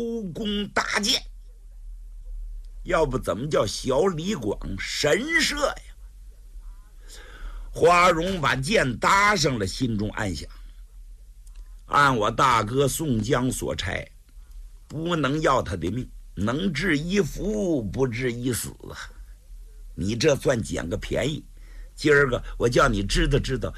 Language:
Chinese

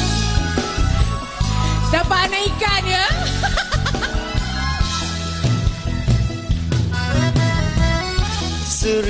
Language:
Malay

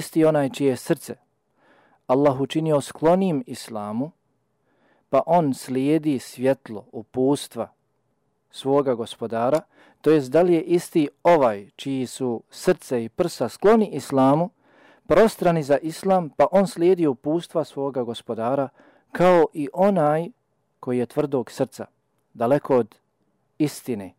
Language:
Bosnian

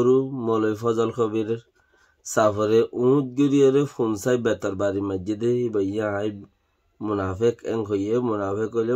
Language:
Rohingya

